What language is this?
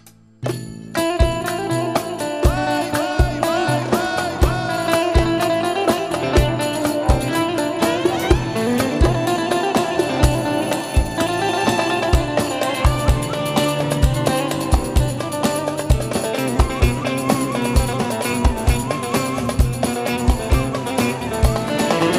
Turkish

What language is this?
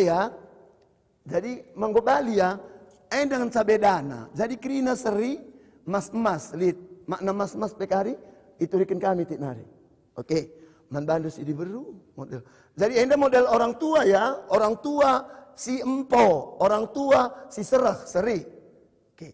Batak Karo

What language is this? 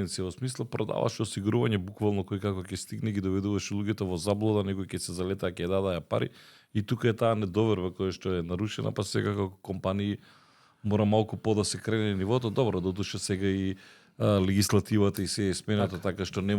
Macedonian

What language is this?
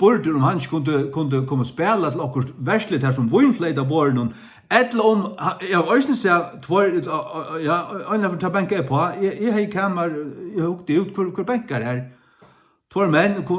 Faroese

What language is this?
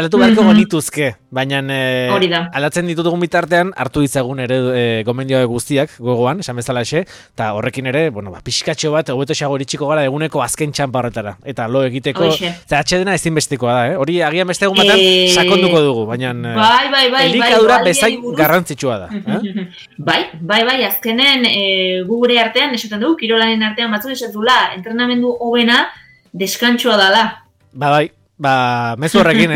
Basque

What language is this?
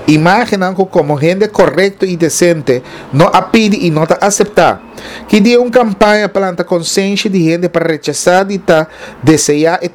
Papiamento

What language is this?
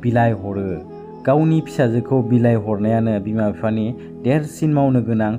Bodo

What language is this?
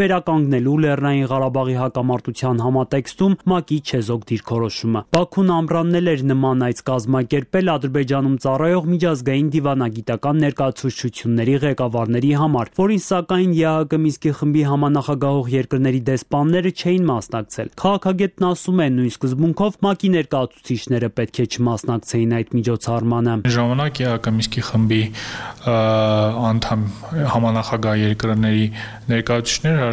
Armenian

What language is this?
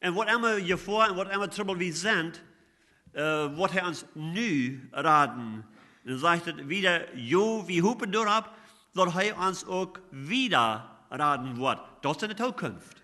Plautdietsch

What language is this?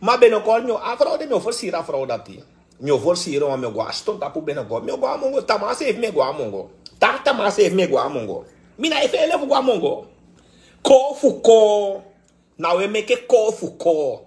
Sranan Tongo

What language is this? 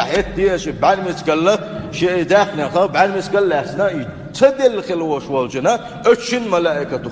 Chechen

